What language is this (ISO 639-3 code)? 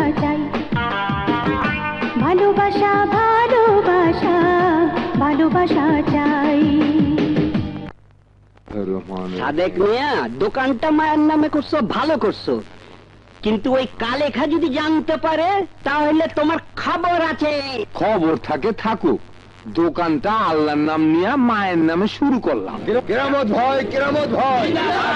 ben